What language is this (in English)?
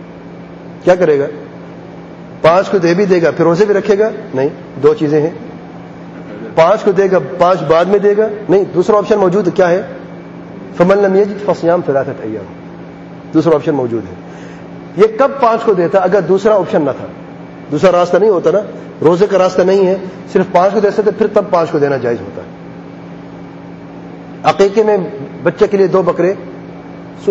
Urdu